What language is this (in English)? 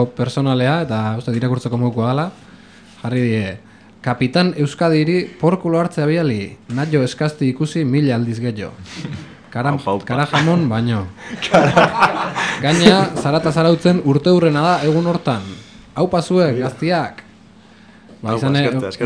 Basque